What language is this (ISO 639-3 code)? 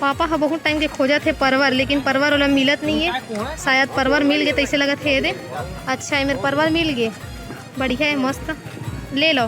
hne